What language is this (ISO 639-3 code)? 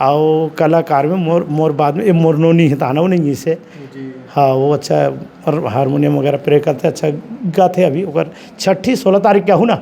hne